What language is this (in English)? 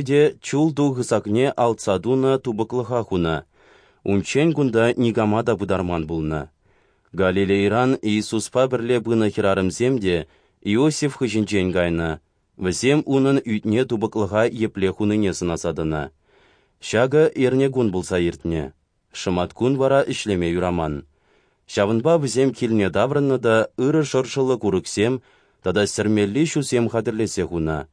Chuvash